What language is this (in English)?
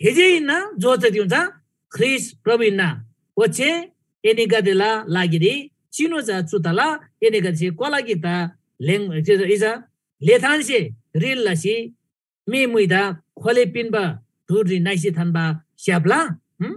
Eastern Tamang